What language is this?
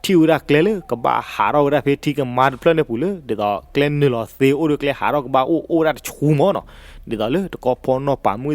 S'gaw Karen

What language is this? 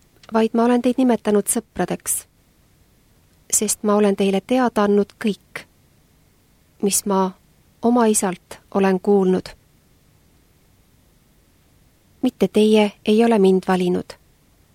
Estonian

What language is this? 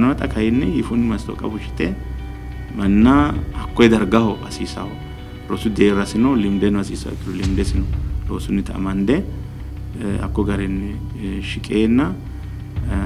Sidamo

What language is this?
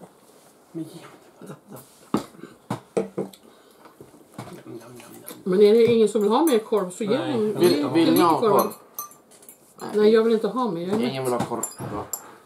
Swedish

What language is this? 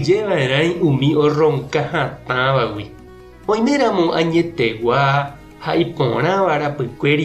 Guarani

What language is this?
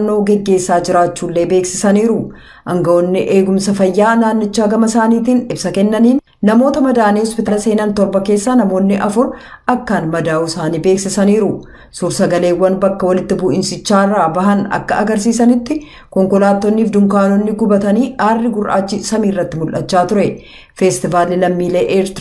Oromo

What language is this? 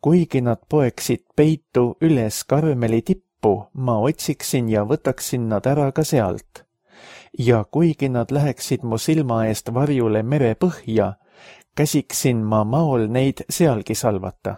Estonian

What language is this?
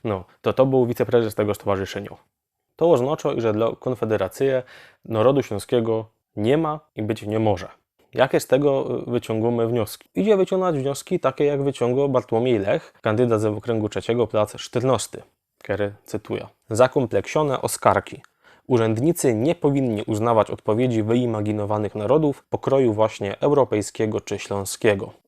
Silesian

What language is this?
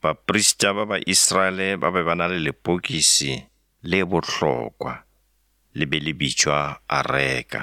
Northern Sotho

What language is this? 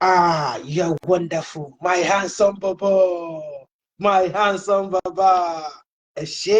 Yoruba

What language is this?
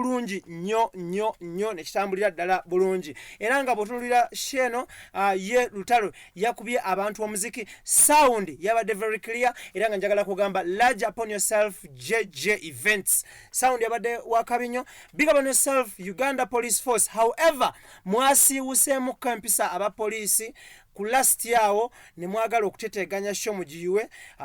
Ganda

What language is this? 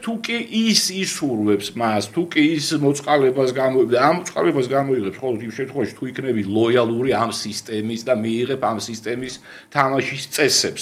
Georgian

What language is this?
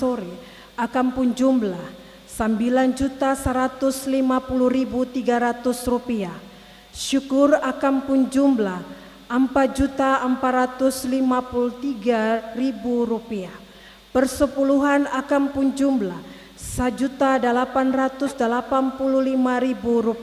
Ambonese Malay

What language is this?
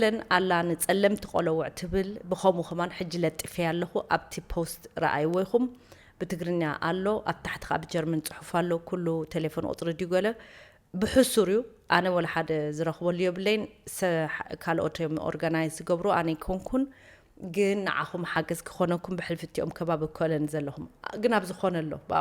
Tigrinya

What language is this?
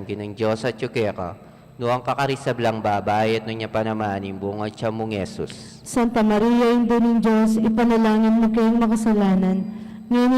Pampanga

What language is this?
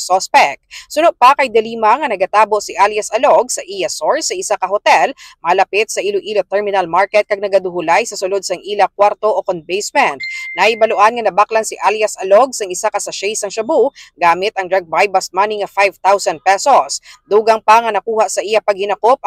Hiligaynon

